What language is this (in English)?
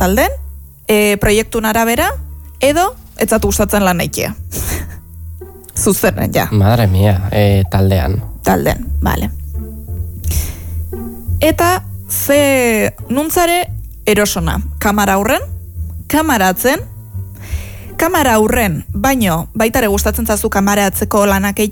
Basque